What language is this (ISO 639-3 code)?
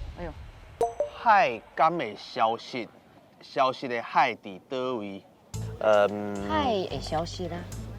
nan